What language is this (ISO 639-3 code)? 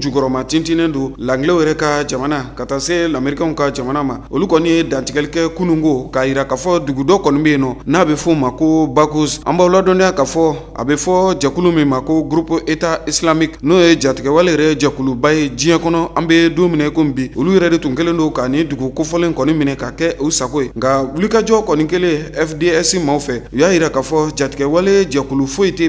bam